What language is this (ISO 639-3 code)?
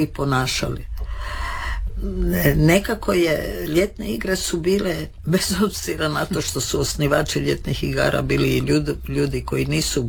hrv